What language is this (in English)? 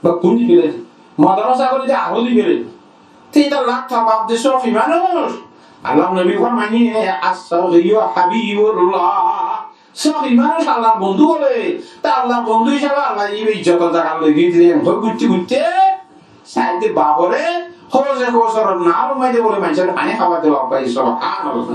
Rohingya